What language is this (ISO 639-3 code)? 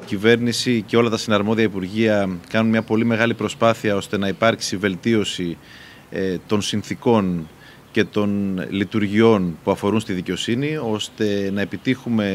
ell